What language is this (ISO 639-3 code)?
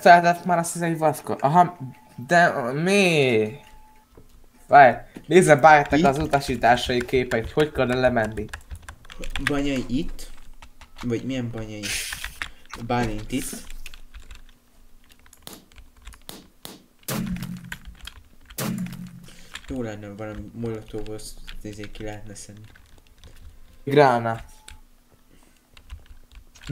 hun